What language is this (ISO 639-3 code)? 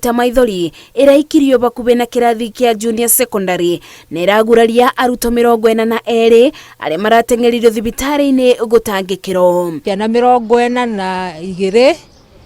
kik